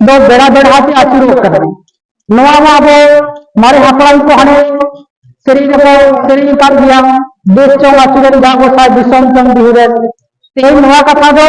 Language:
Santali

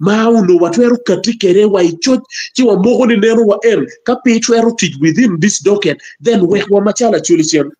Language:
Acoli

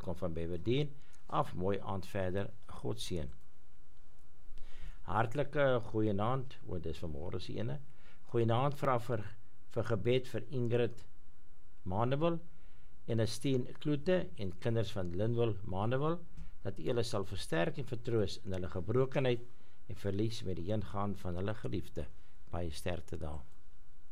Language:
Afrikaans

